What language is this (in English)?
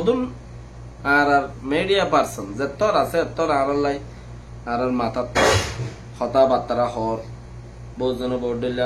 Rohingya